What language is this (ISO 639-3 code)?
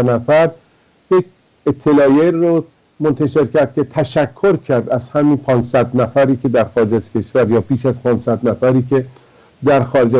fas